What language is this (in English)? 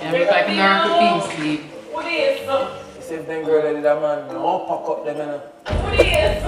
Jamaican Creole English